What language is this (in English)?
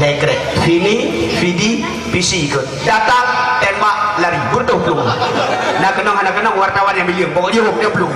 Achinese